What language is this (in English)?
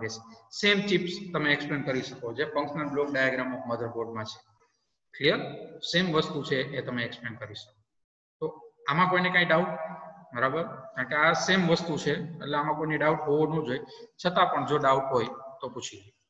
Gujarati